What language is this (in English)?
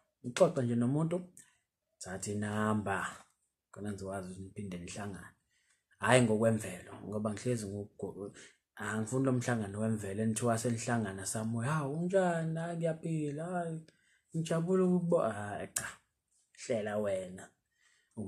Zulu